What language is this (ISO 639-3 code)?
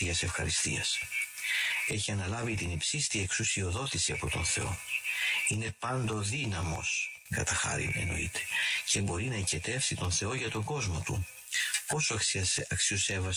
ell